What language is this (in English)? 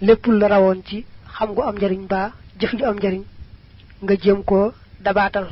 Wolof